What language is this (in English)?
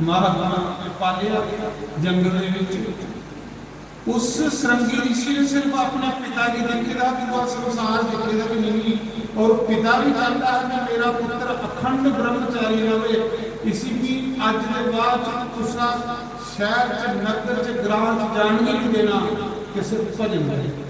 Dogri